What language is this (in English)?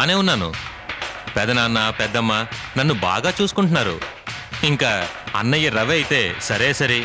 Telugu